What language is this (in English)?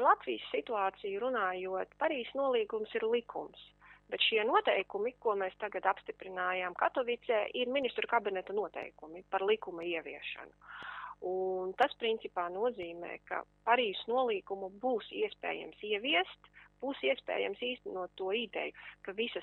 Latvian